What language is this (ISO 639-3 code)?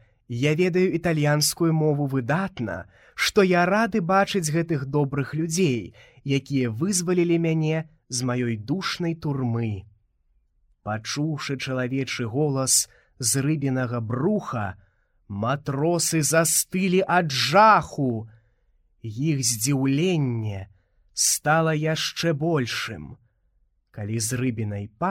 bel